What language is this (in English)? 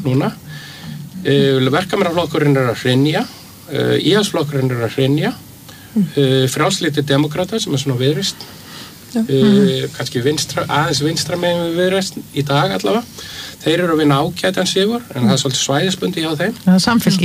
Icelandic